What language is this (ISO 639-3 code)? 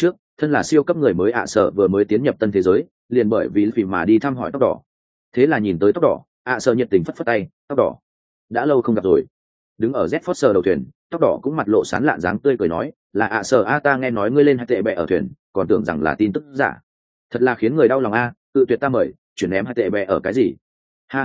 vie